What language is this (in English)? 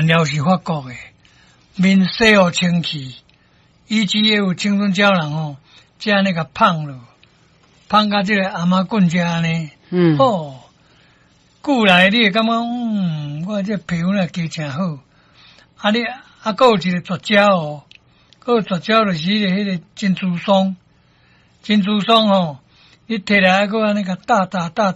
Min Nan Chinese